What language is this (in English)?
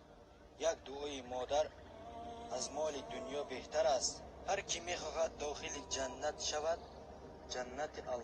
Tajik